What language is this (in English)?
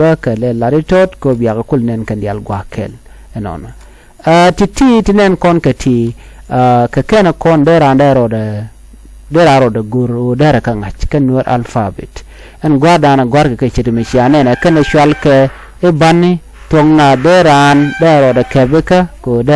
Nuer